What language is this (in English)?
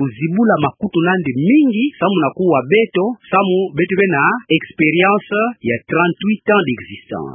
Kituba (Democratic Republic of Congo)